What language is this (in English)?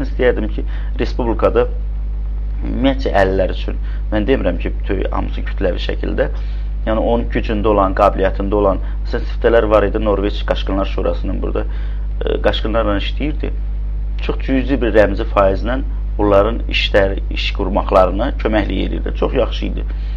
Azerbaijani